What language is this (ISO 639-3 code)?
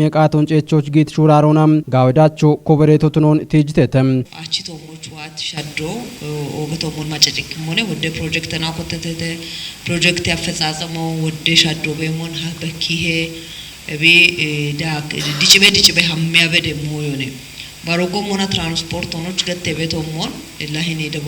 kbr